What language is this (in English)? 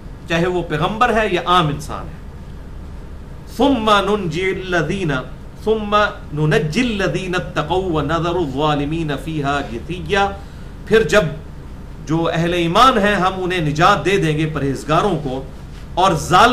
Urdu